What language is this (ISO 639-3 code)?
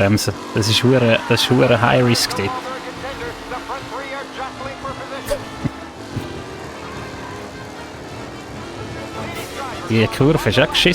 gsw